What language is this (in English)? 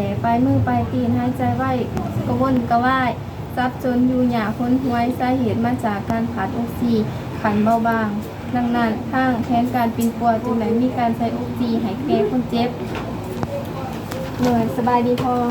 Lao